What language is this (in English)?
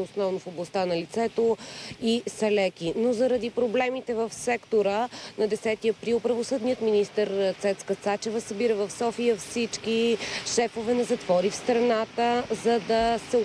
Bulgarian